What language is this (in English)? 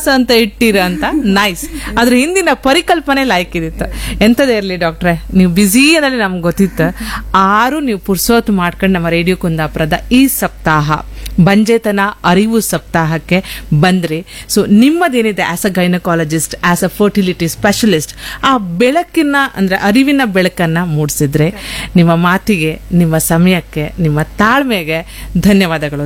Kannada